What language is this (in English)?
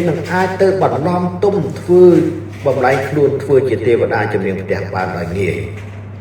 Khmer